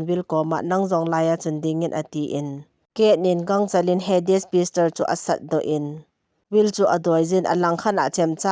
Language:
Thado Chin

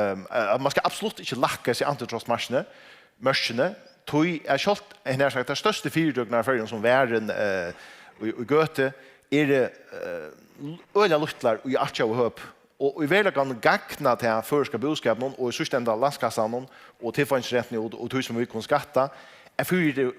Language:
Faroese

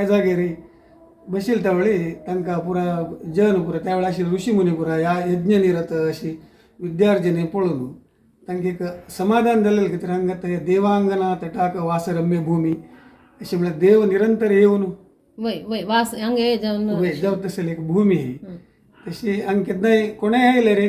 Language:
Konkani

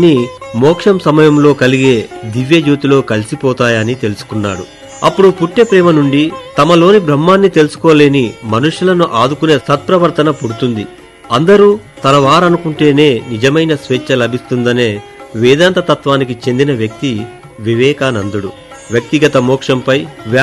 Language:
Telugu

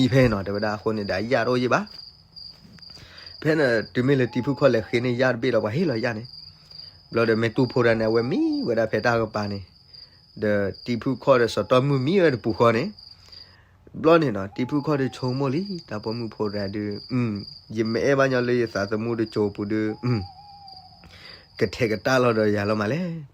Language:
S'gaw Karen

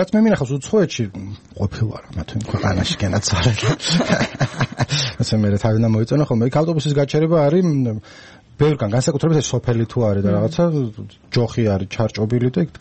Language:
Georgian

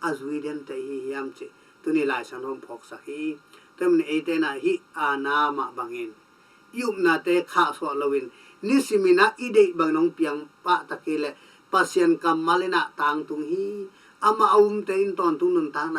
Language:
Tedim Chin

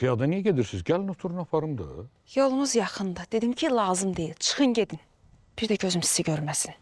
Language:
Azerbaijani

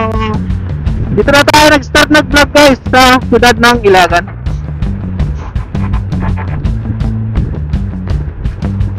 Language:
Filipino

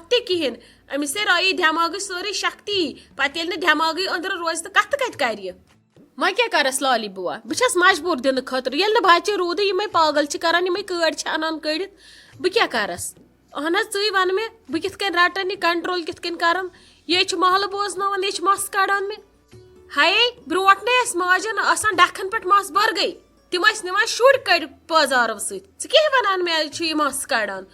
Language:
Kashmiri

